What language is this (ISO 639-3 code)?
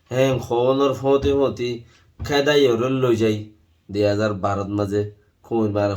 rhg